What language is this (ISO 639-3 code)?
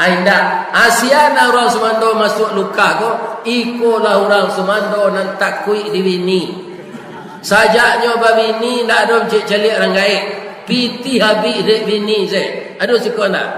min